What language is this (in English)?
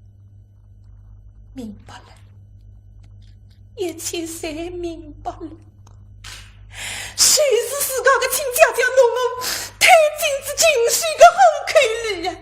Wu Chinese